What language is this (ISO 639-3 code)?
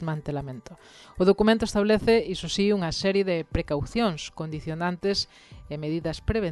glg